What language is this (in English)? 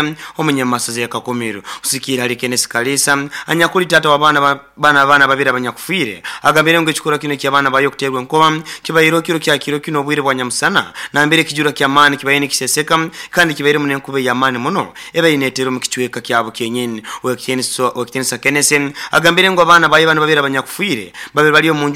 Nyoro